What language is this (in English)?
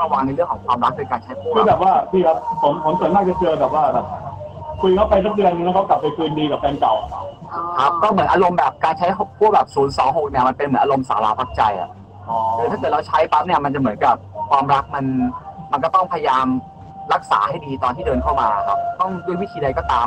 Thai